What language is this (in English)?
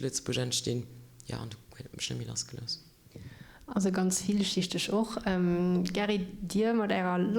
Luxembourgish